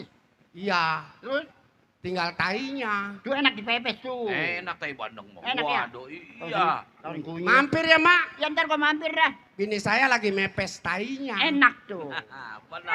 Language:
Betawi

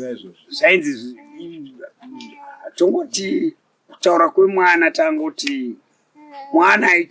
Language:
Shona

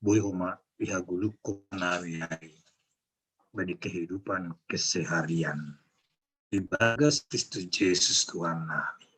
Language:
Batak Simalungun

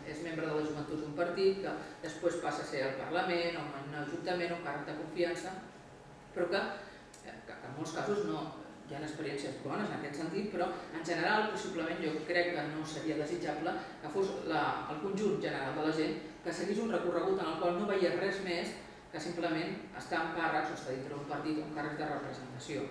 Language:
Catalan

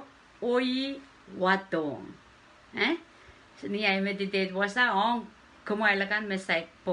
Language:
Pohnpeian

